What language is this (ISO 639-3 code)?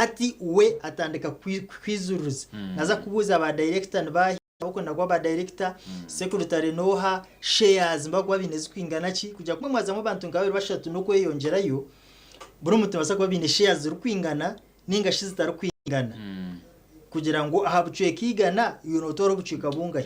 nyn